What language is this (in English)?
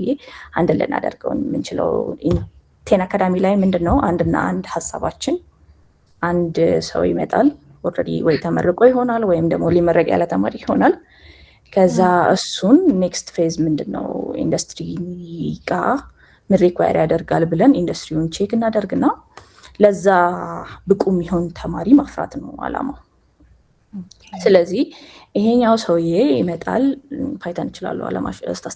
Amharic